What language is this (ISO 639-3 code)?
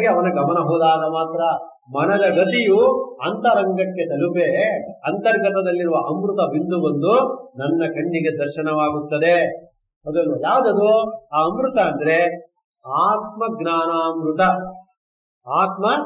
kan